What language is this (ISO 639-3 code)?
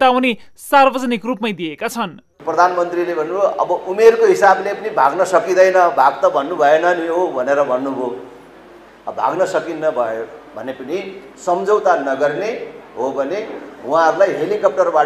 nep